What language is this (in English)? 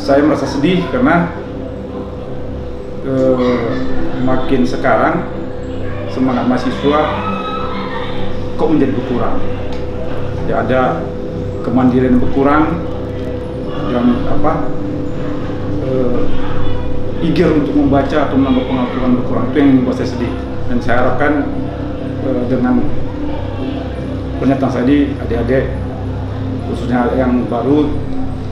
Indonesian